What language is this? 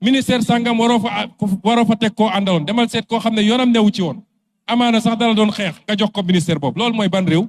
Wolof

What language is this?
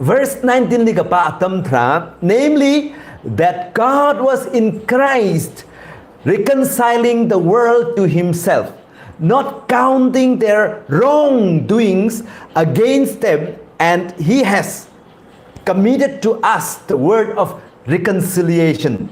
Tangkhul Naga (India)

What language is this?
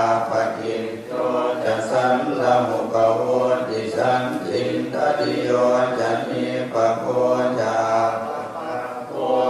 Pali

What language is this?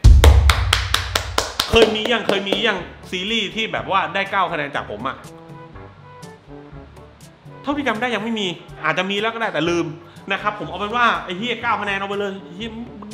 Thai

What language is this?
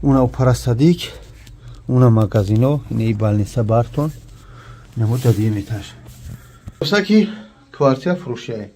Tajik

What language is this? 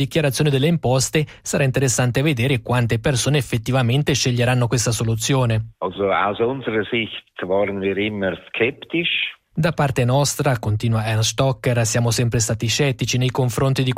Italian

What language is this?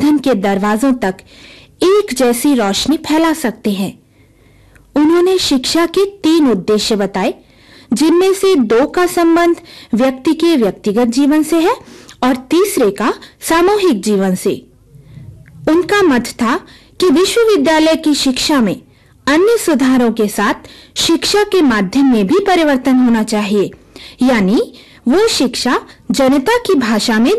Hindi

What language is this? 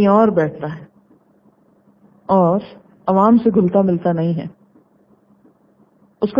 Urdu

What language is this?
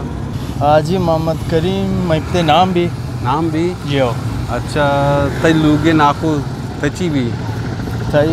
Eastern Balochi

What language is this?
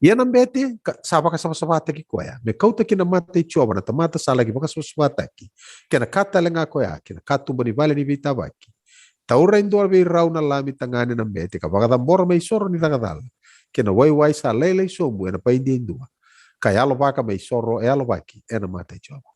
Fijian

